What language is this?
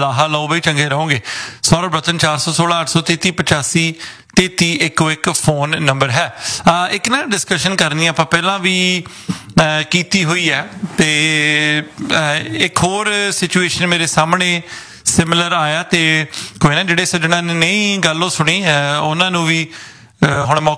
Punjabi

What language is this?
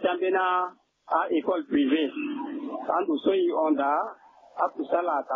Sango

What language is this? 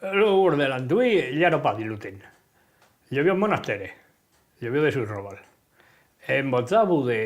Occitan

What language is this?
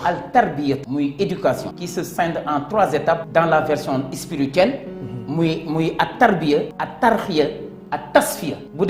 Wolof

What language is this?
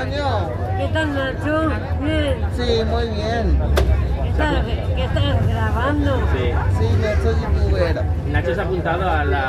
Spanish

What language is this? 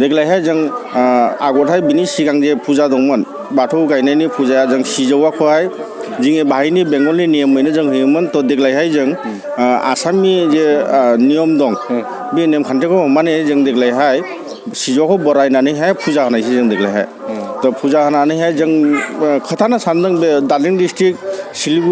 Bodo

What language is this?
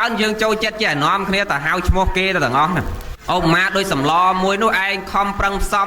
Khmer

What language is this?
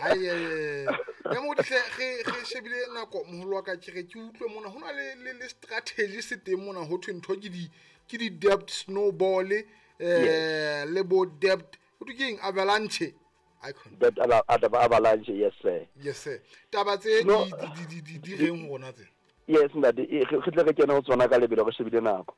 Southern Sotho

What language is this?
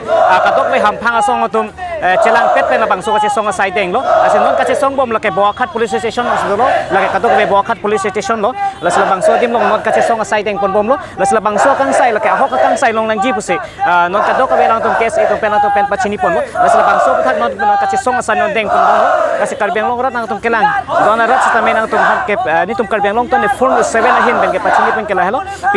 Karbi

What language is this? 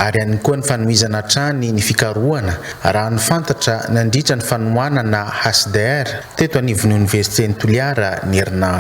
Malagasy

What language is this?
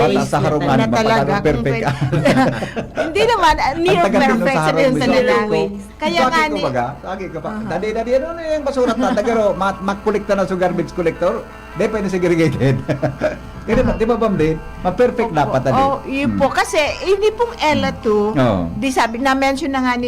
Bikol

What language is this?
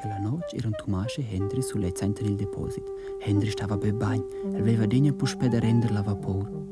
Romansh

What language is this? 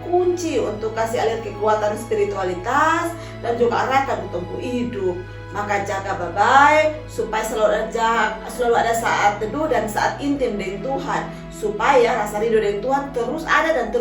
Kupang Malay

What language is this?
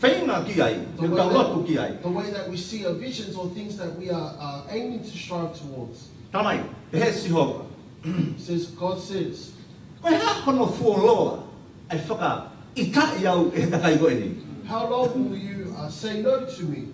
Tongan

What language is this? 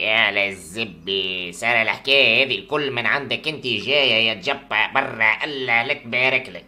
Tunisian Arabic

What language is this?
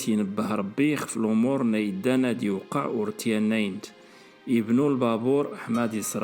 Kabyle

